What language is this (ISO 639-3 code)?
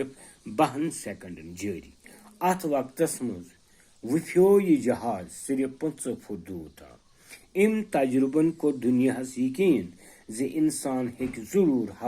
kas